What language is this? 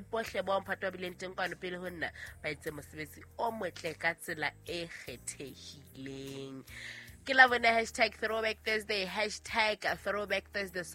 Southern Sotho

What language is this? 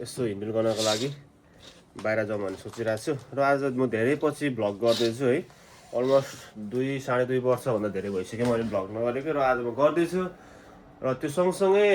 Nepali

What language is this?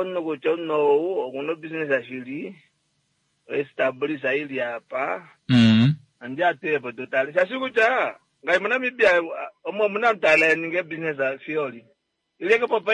Kuanyama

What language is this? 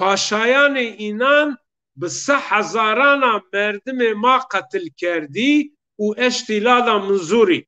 Zaza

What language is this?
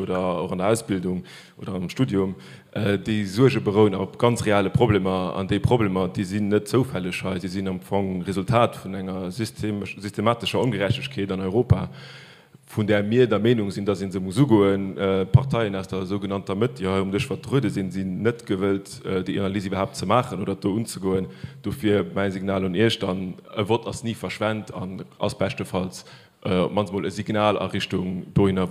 Luxembourgish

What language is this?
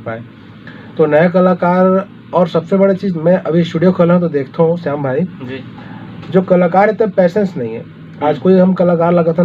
Chhattisgarhi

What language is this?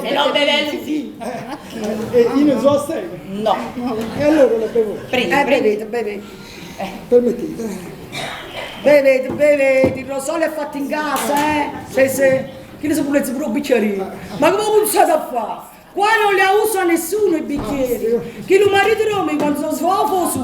Neapolitan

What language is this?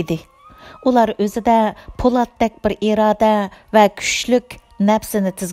Uyghur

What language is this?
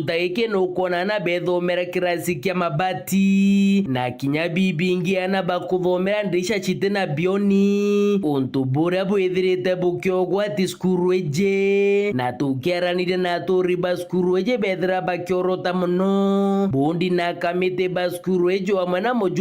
Meru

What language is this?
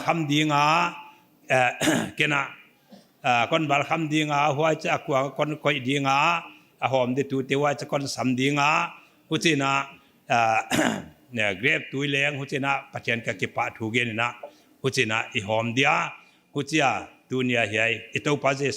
Paite Chin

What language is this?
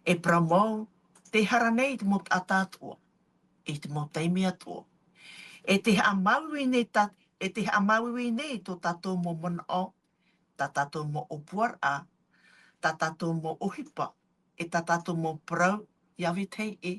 Tahitian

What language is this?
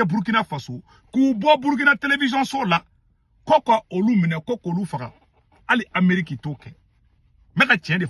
Bambara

